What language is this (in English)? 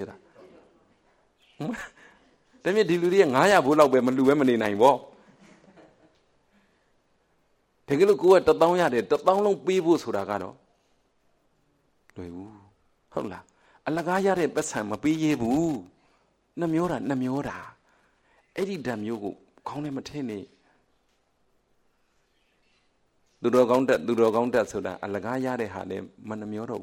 Burmese